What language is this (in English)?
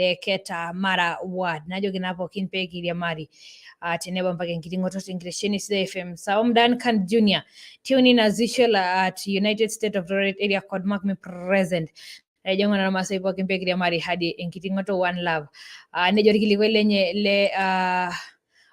Masai